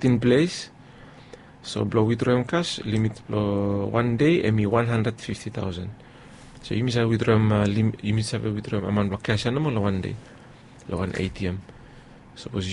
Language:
Bislama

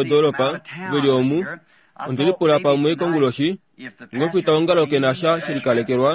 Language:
Kuanyama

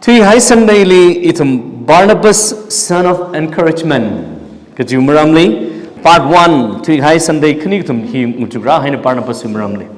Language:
Tangkhul Naga (India)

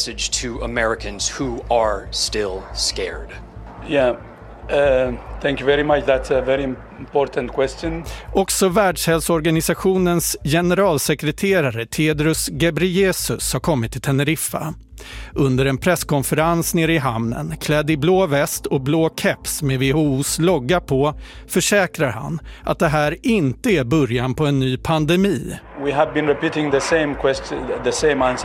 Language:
Swedish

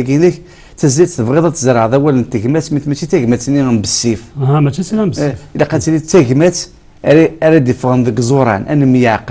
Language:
Kabyle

